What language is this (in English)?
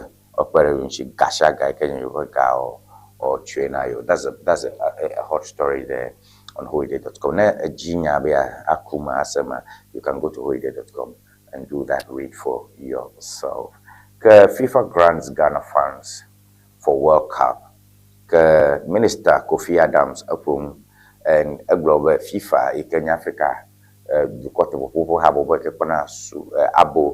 Ewe